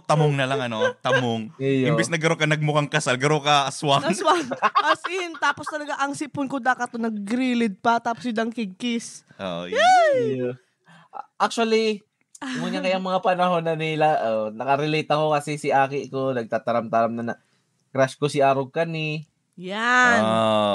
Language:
Bikol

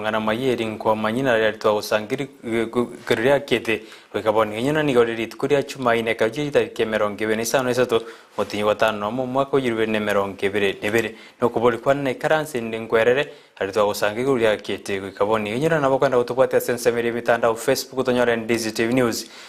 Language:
Gusii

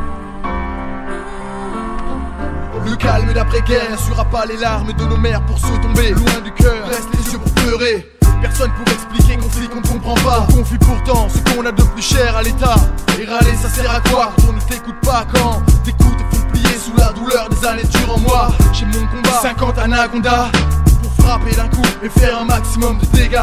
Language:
French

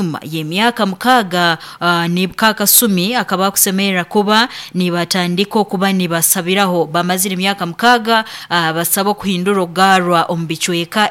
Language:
Nyankole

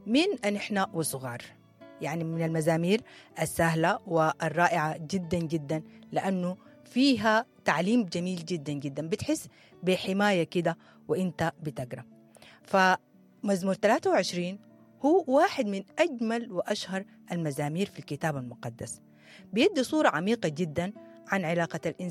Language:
Sudanese Arabic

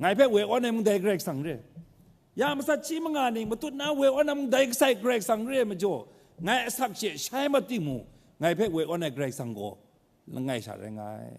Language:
Kachin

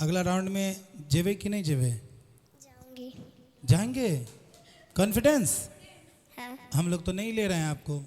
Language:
Maithili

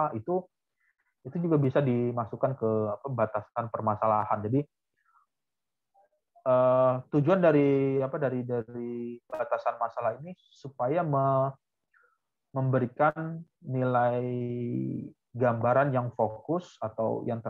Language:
Indonesian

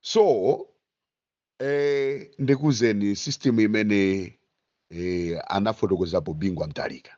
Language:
Nyanja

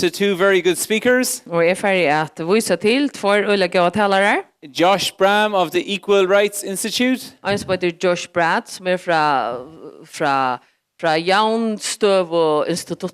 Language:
Faroese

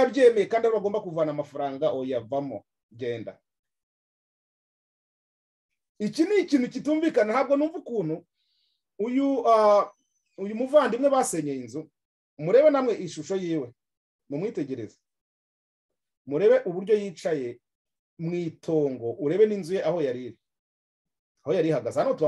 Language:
Kinyarwanda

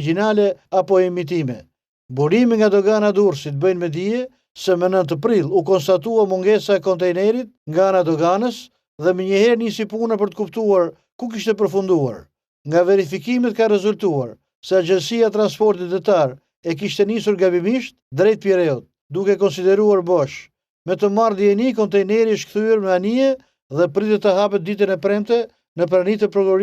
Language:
Albanian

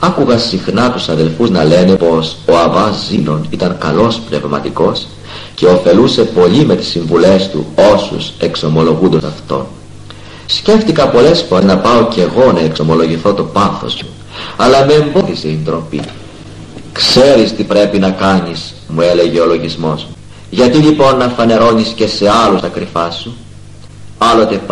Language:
Greek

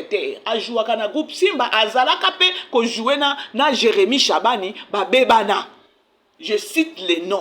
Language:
Lingala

